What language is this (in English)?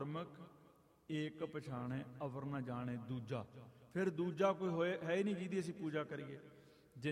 Punjabi